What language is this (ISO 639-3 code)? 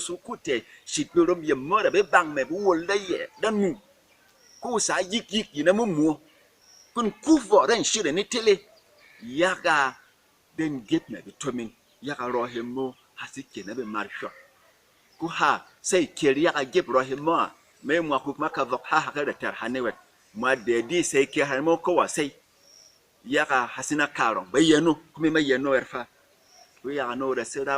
bom